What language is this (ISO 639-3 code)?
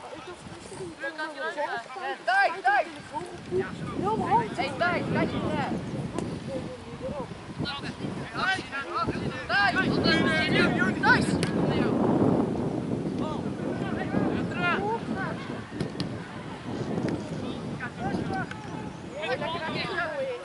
nld